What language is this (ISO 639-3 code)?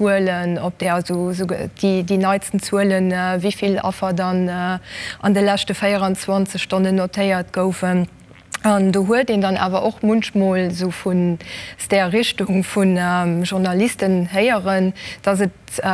ltz